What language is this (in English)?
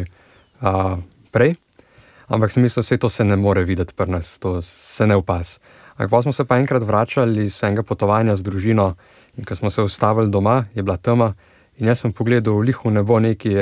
Slovenian